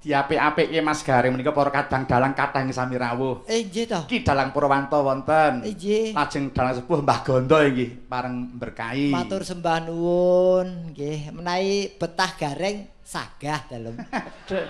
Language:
Javanese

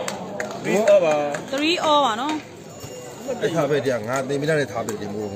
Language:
Burmese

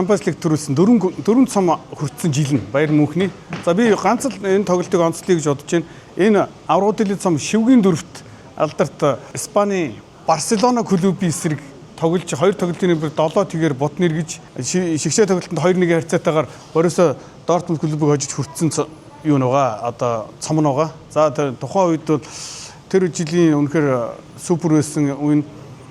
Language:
Mongolian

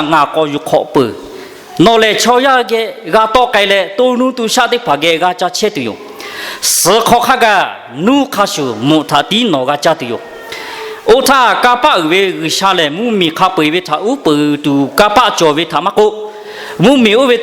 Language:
Lahu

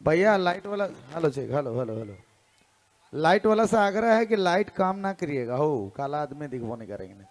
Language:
Sadri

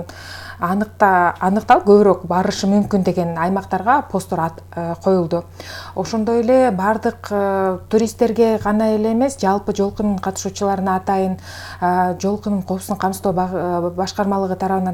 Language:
Kyrgyz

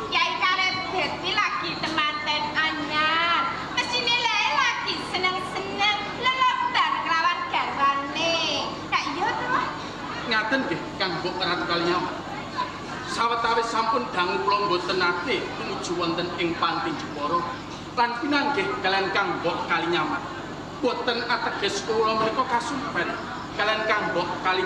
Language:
Javanese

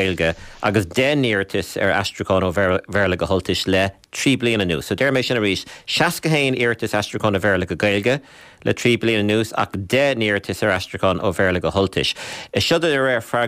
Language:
Irish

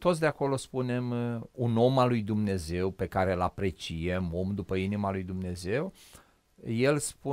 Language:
Romanian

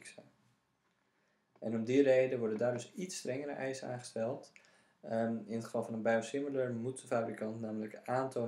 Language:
Dutch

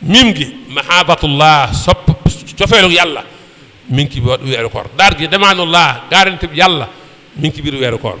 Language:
Wolof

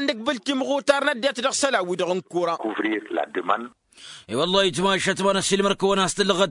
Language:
Tamasheq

